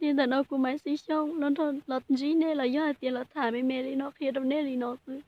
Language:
Hmong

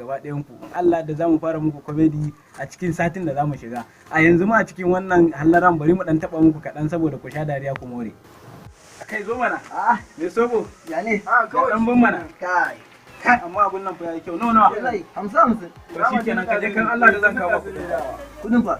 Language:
Hausa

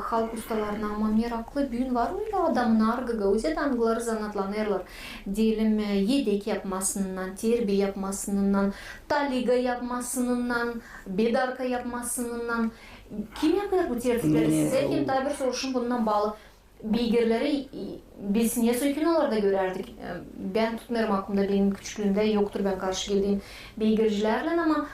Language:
Gagauz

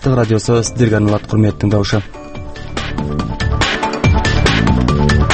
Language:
Kazakh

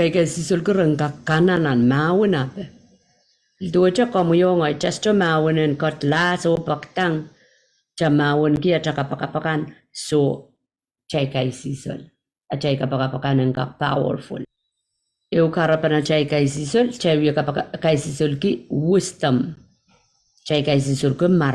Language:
Pohnpeian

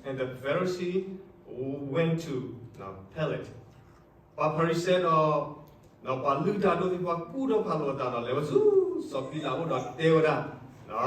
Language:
S'gaw Karen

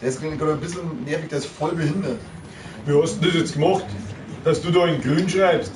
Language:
Bavarian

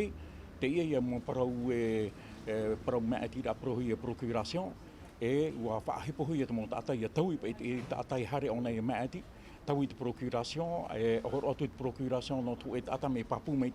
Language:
Tahitian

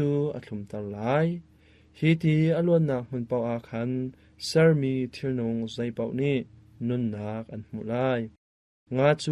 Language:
Hakha Chin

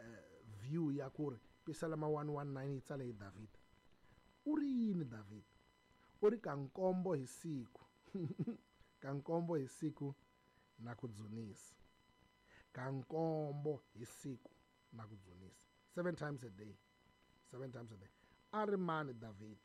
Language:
Tsonga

